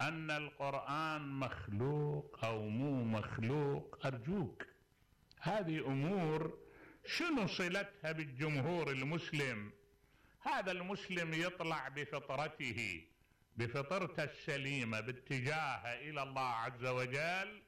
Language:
Mesopotamian Arabic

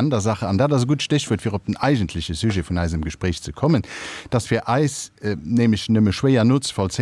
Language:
Luxembourgish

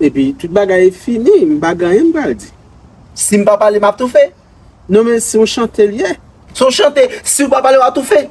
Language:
Haitian Creole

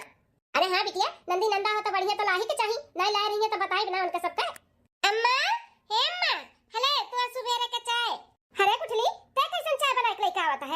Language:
Bhojpuri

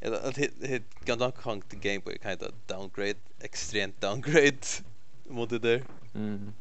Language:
Faroese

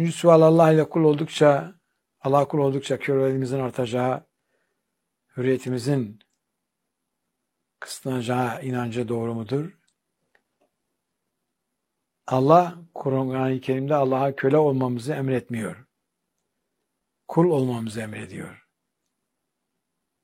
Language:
Turkish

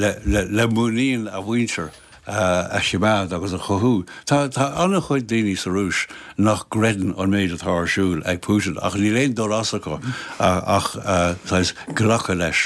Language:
Irish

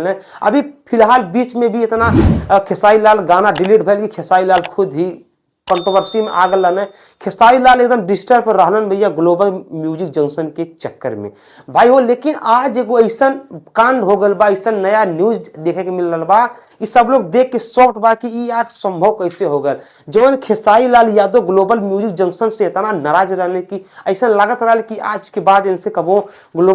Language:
Bhojpuri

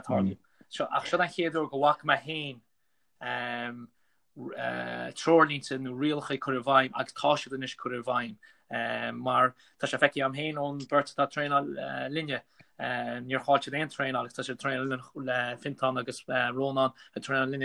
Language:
Irish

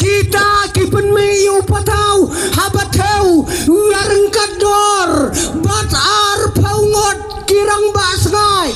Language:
Khasi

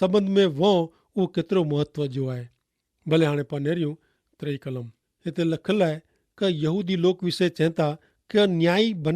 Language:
Kachhi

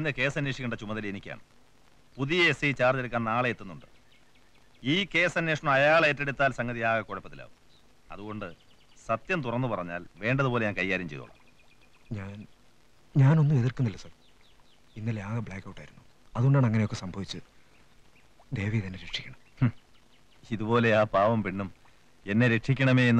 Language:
Malayalam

